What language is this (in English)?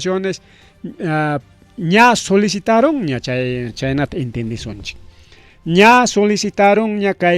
Ayacucho Quechua